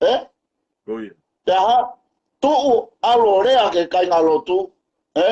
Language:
Tongan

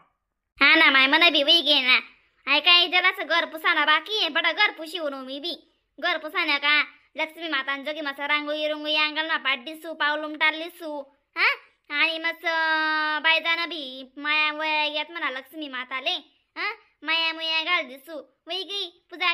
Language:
Khandesi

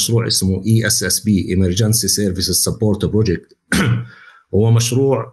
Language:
North Levantine Arabic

